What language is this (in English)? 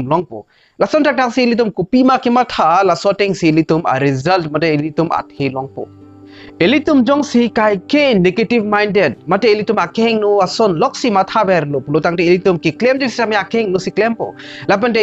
Karbi